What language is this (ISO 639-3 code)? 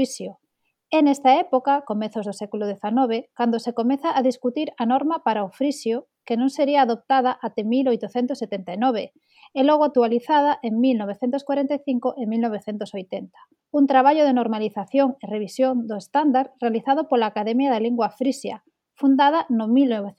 glg